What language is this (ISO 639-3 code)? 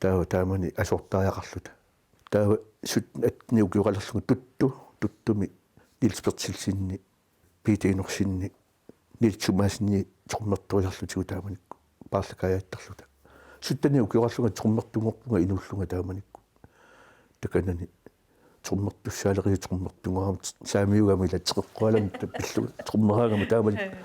kal